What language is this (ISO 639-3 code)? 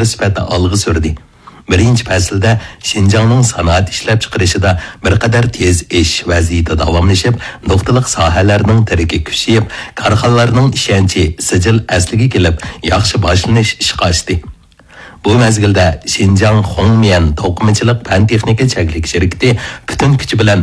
uig